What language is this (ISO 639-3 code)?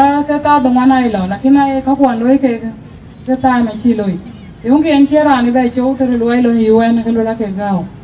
din